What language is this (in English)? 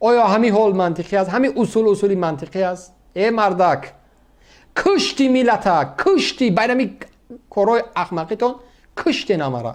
Tajik